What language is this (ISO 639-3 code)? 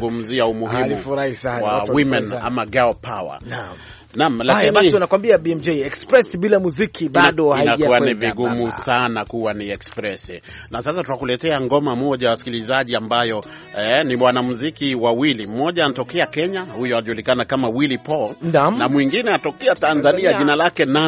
swa